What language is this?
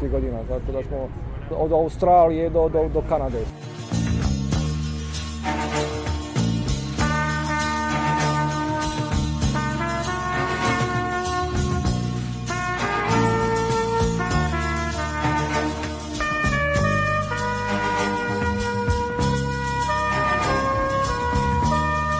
Bosnian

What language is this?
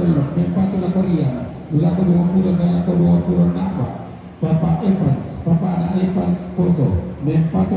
Toraja-Sa'dan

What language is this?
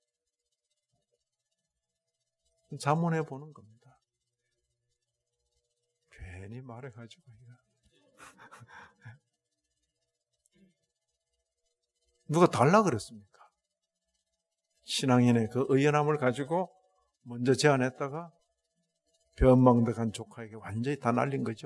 Korean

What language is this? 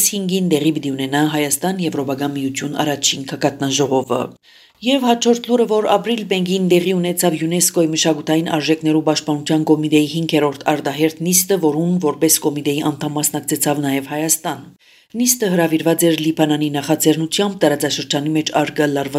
Armenian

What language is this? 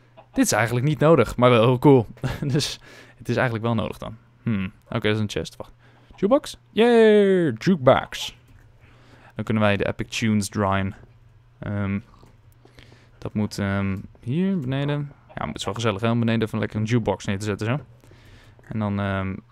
Dutch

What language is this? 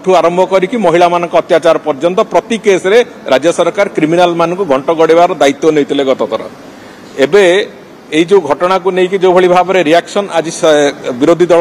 Odia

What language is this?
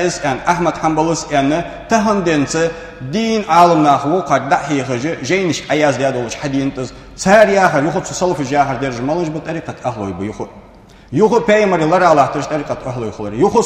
Ingush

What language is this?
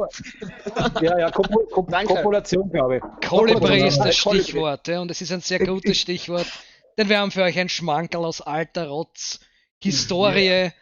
Bavarian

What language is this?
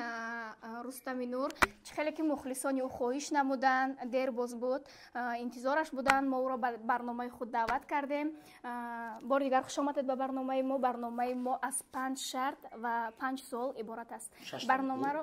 Tajik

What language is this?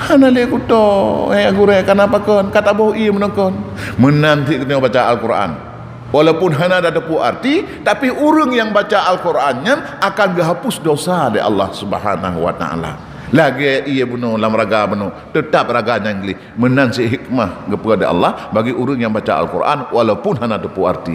Achinese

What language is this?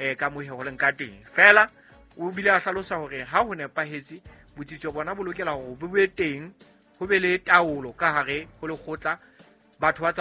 Southern Sotho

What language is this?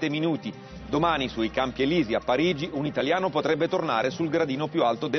Italian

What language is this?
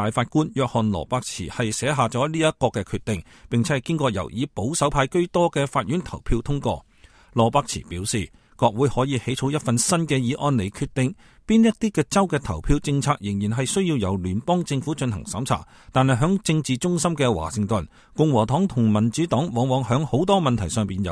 Cantonese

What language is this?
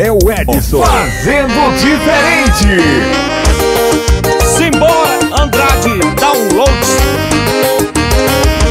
Portuguese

